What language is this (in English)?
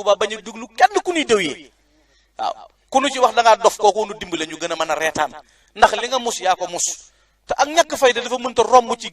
Wolof